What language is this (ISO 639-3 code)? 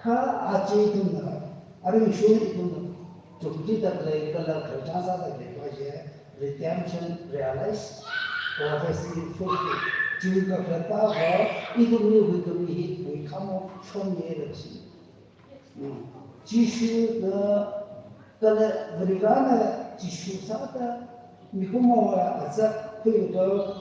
nmf